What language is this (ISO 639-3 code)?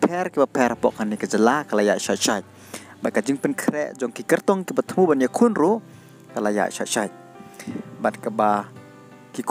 kha